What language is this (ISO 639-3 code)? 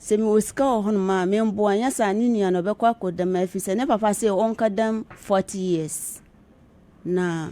aka